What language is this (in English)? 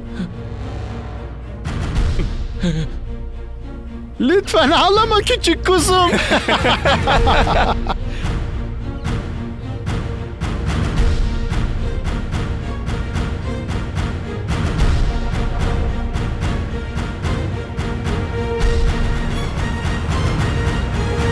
Turkish